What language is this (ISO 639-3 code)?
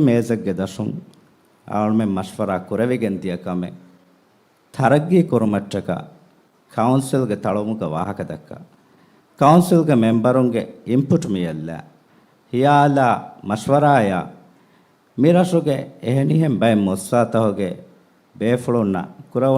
div